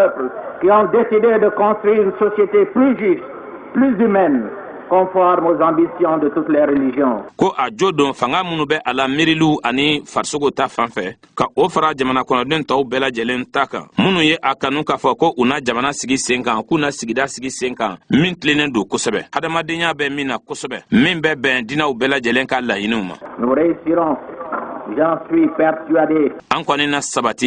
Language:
Bambara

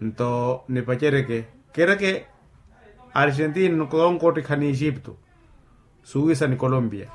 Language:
Makhuwa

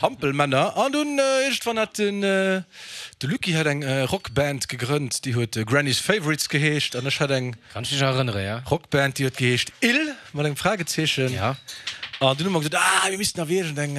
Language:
Luxembourgish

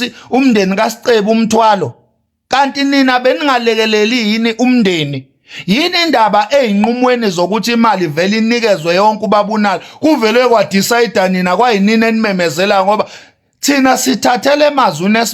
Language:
Zulu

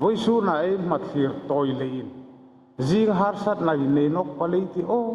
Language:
Hmar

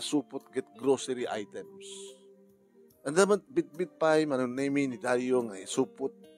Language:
Iloko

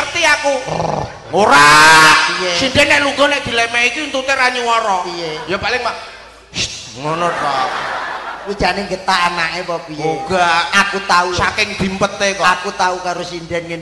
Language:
Javanese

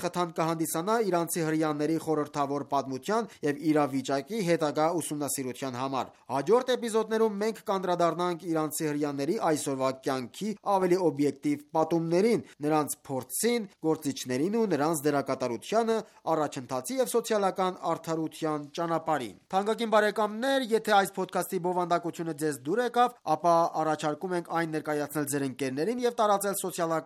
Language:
Armenian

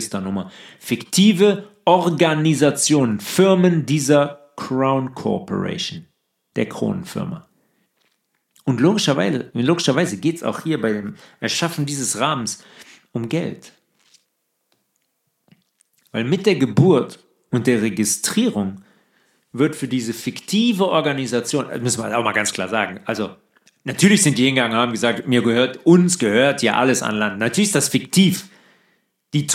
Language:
German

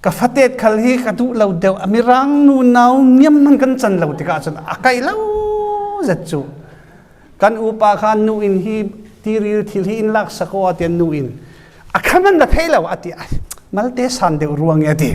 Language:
Falam Chin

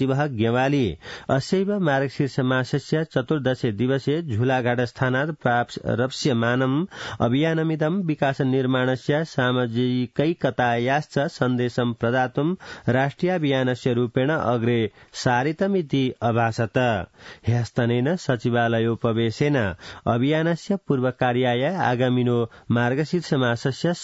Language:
Sanskrit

